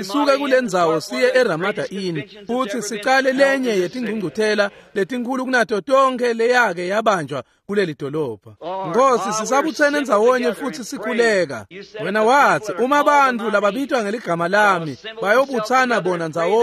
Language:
Swati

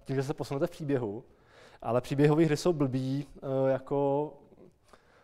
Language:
Czech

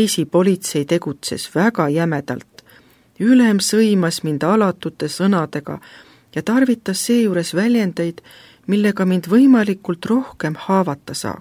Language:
Estonian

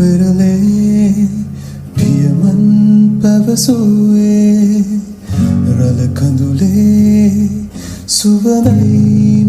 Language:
Sinhala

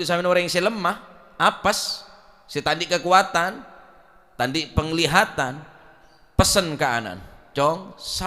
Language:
Madurese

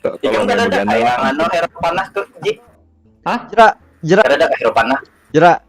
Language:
Banjar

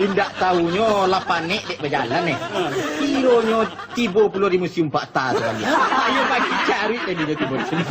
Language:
Minangkabau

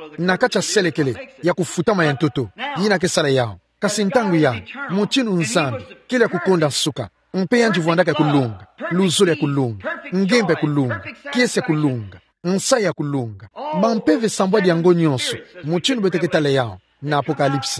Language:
Kituba (Democratic Republic of Congo)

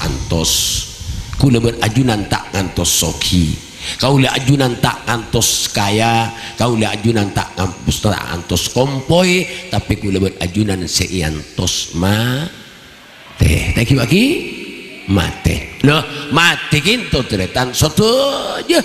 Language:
Madurese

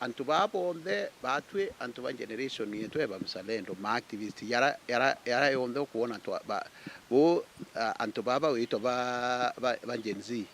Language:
Meru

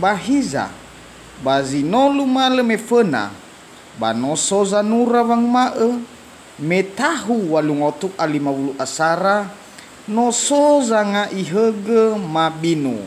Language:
Nias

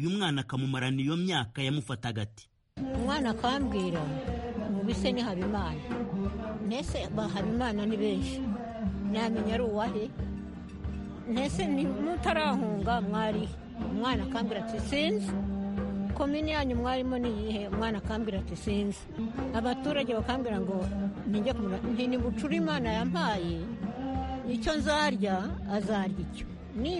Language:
Kinyarwanda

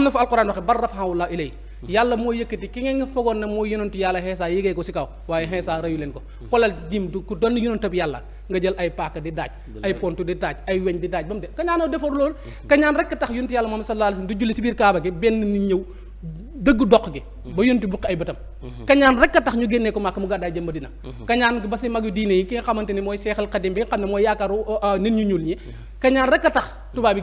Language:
Wolof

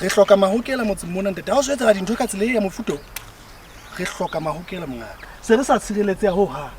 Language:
Southern Sotho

